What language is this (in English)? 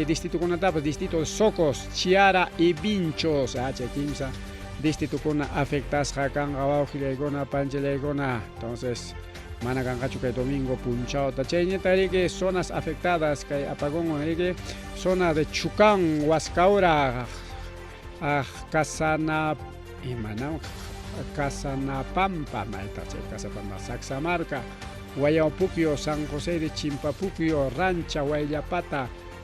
Ayacucho Quechua